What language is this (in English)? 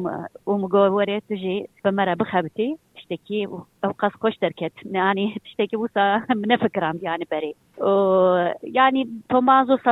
Kurdish